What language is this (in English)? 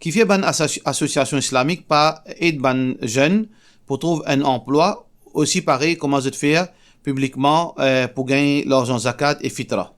Morisyen